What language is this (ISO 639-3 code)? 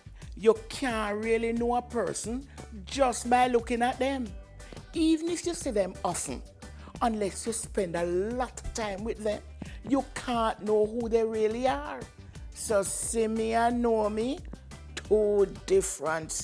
jam